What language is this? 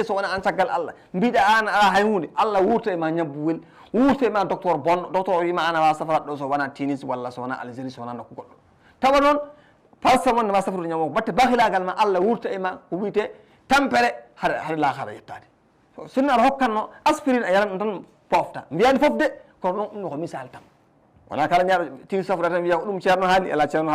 Fula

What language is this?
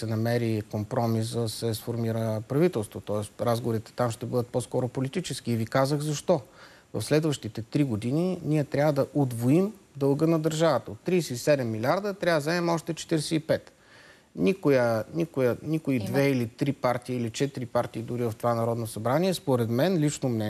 Bulgarian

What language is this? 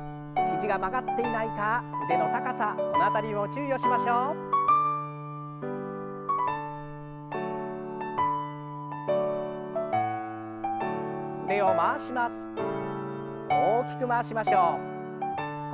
Japanese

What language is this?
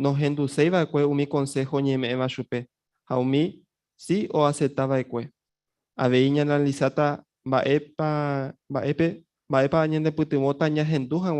Guarani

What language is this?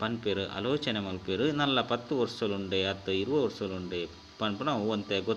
Tulu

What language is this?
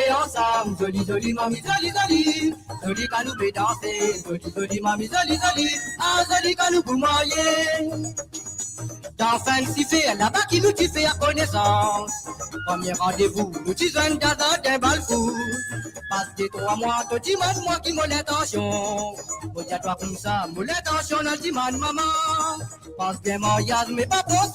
Morisyen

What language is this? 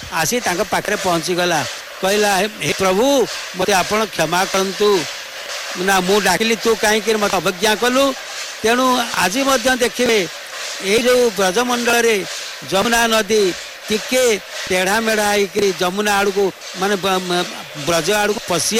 Odia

